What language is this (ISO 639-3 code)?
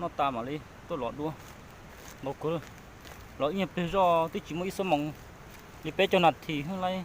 hmn